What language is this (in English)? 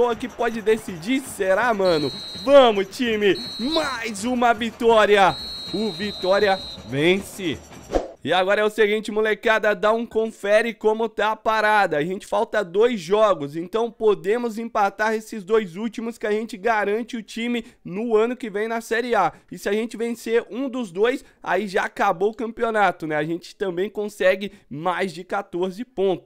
Portuguese